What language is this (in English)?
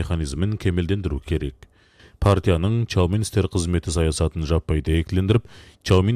Kazakh